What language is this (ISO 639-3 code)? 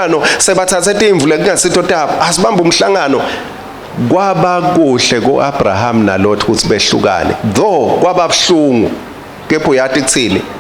ssw